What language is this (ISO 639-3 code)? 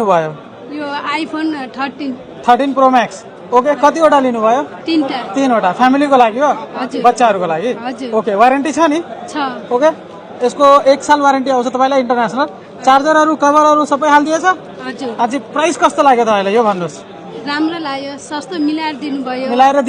nep